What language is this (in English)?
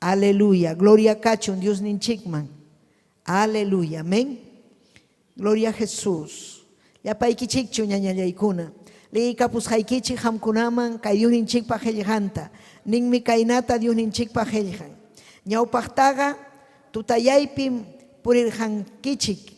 Ayacucho Quechua